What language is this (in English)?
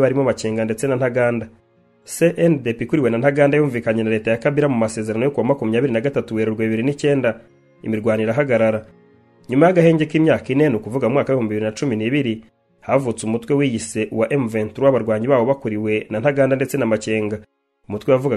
Kinyarwanda